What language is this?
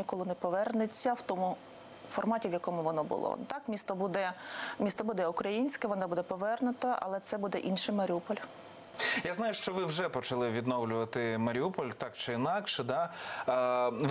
Ukrainian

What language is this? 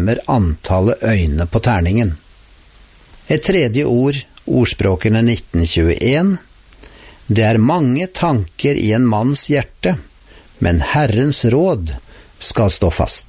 Norwegian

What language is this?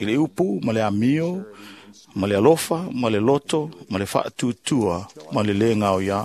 Samoan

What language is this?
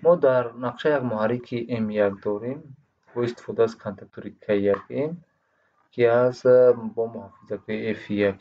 Tajik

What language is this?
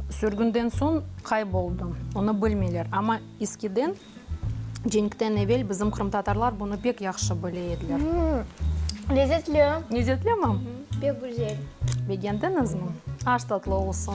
Crimean Tatar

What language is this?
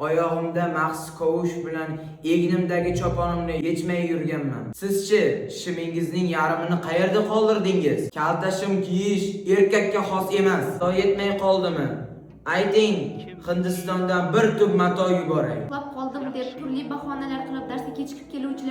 Uzbek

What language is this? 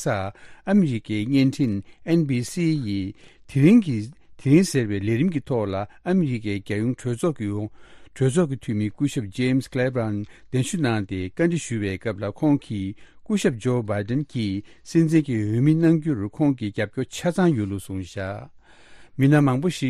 Tibetan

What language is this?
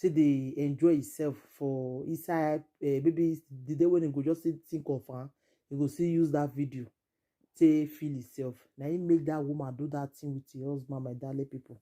Nigerian Pidgin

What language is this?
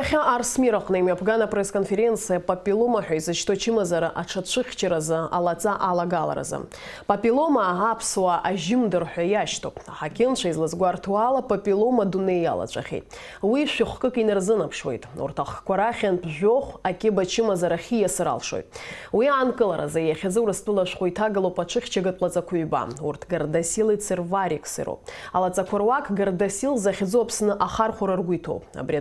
Abkhazian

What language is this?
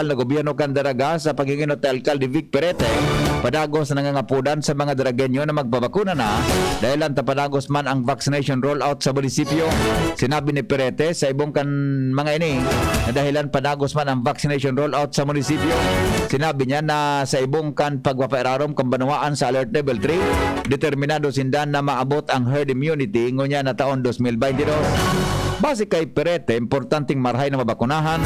Bikol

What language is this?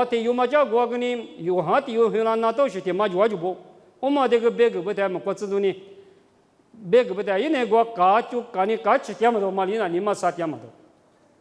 Lisu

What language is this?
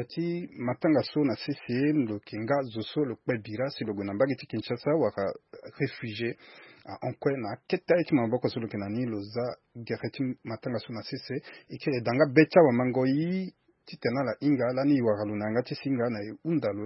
Sango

